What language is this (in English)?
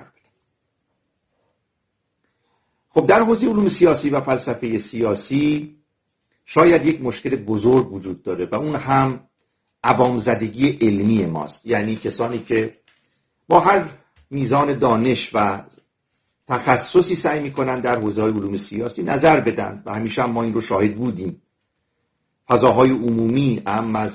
Persian